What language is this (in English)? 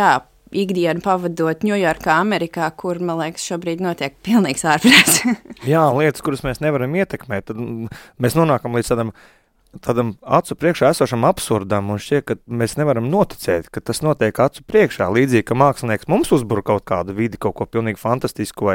Latvian